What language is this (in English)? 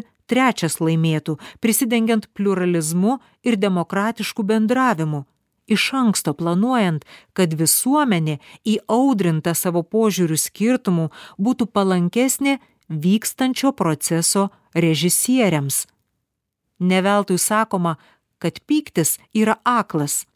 Lithuanian